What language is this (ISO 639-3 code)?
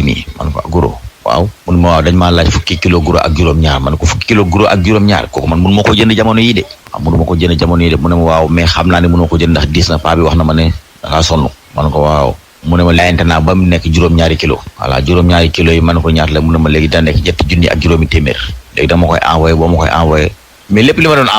wol